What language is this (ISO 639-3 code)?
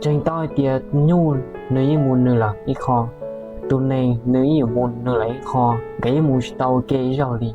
hmn